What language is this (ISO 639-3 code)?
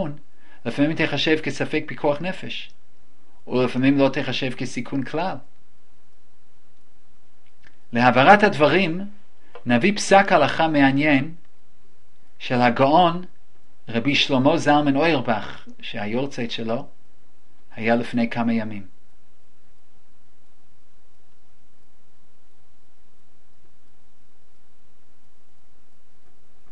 heb